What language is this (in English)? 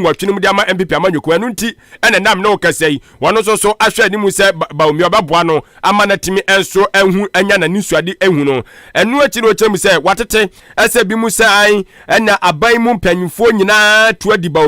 Akan